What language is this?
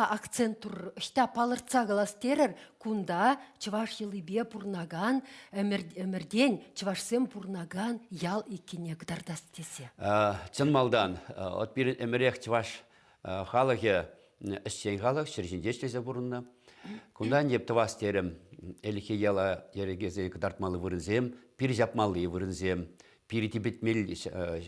Chuvash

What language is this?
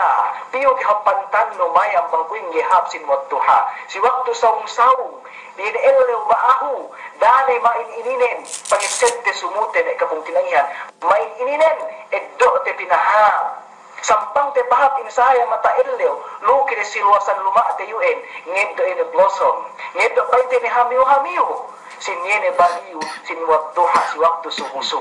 Yakan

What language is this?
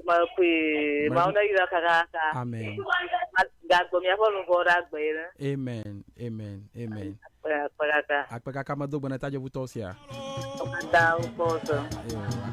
Ewe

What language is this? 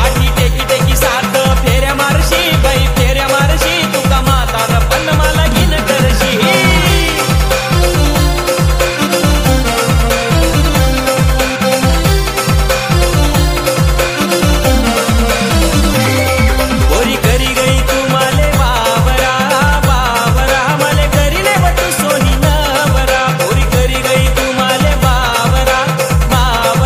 Marathi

